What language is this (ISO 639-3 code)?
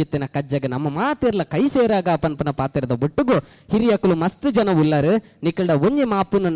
tcy